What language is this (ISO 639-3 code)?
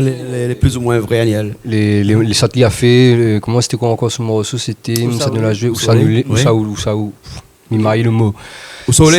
rcf